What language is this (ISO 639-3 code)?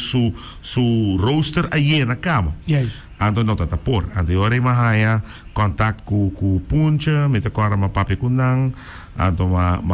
pap